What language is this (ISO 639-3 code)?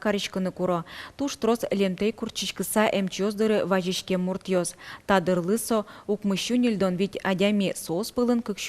udm